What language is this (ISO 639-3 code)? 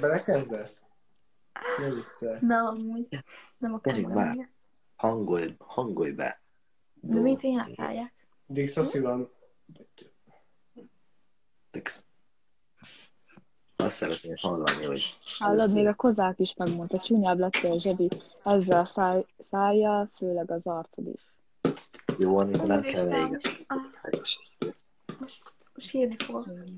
hun